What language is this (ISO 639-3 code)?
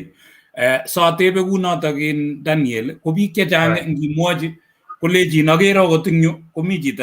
kln